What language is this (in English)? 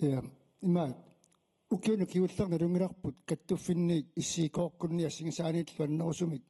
Kalaallisut